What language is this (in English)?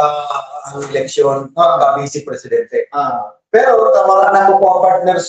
Bikol